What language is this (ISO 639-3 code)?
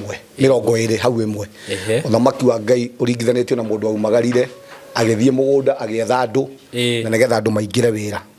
kik